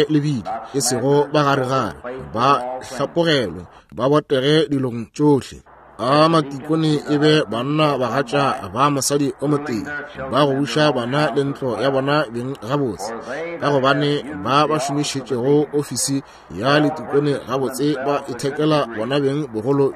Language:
Northern Sotho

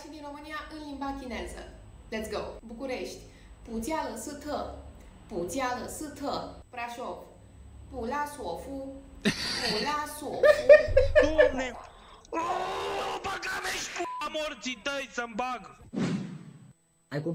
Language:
Romanian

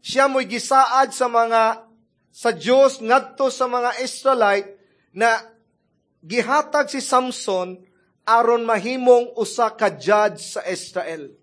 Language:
Cebuano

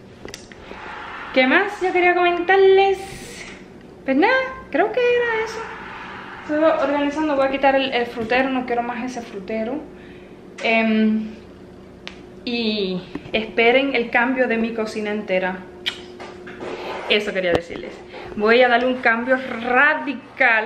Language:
Spanish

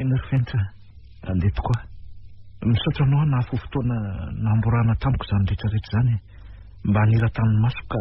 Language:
Malagasy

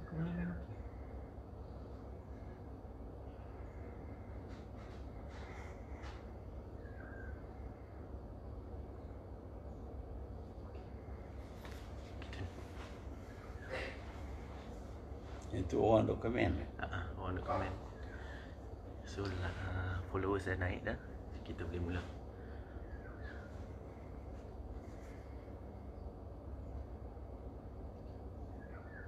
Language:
Malay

